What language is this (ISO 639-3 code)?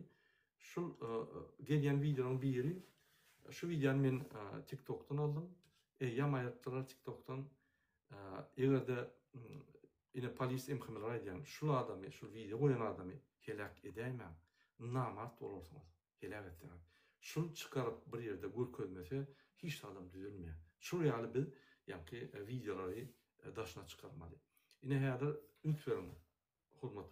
tuk